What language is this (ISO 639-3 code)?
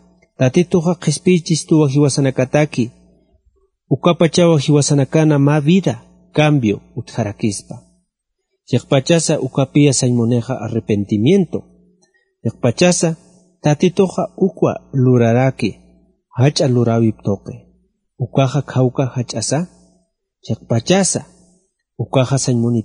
aym